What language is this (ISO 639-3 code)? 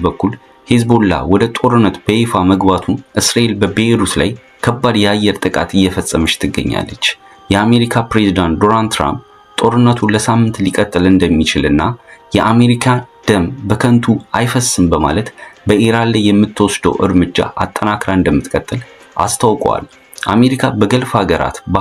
amh